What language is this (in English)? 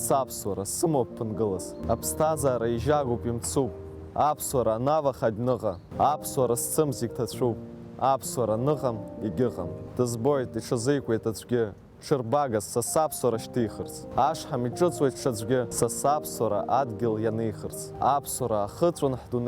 Abkhazian